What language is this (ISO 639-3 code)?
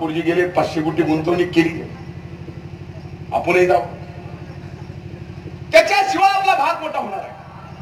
mar